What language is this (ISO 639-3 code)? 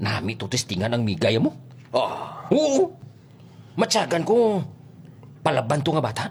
hil